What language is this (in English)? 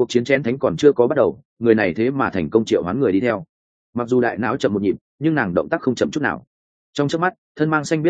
Vietnamese